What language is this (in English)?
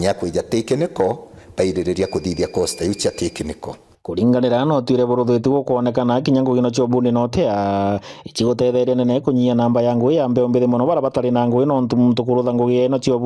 Meru